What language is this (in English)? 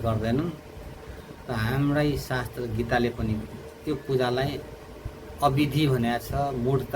Nepali